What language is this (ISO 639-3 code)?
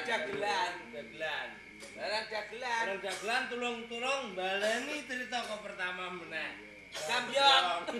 jav